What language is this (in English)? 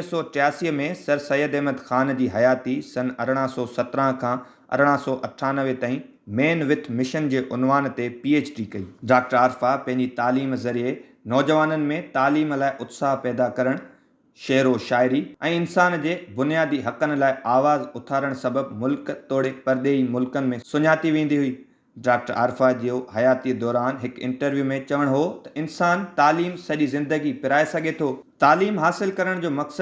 Sindhi